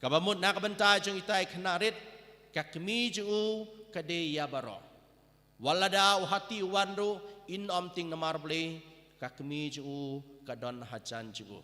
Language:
Khasi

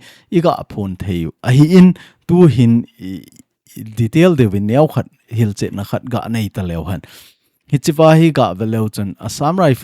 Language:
Thado Chin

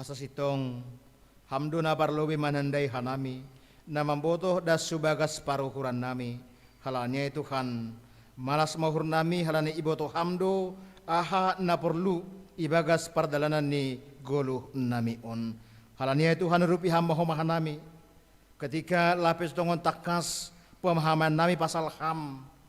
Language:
Batak Simalungun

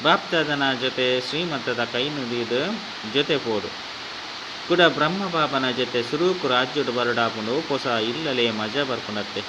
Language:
Tulu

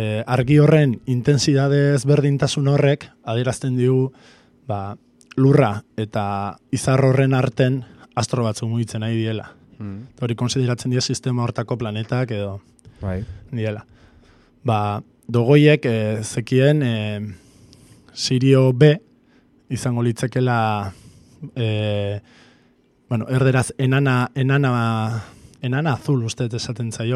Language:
Basque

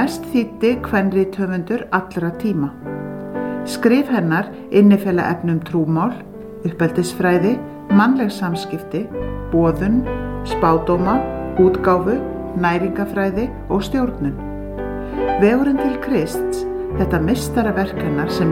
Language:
Icelandic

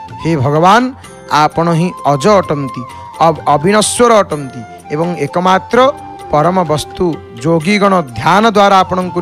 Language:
Odia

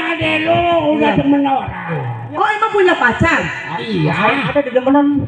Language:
Betawi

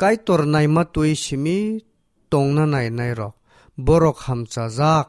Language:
Kok Borok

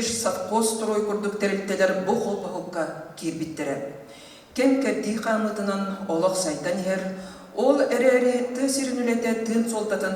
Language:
Yakut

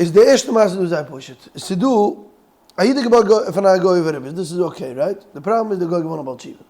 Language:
Yiddish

